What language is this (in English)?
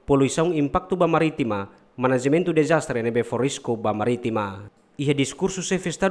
Tetum